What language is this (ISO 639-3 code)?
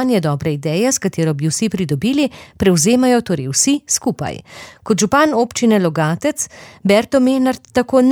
slv